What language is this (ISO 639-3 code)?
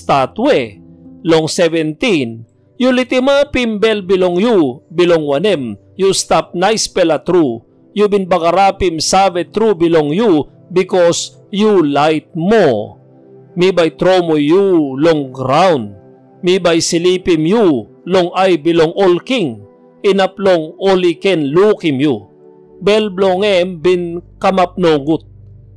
tpi